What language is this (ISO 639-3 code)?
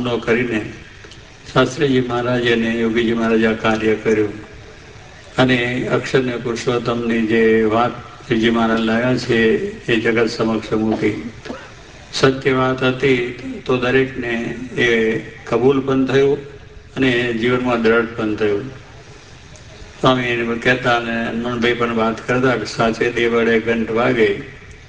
guj